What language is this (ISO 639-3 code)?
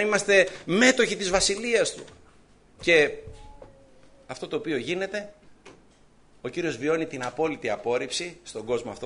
ell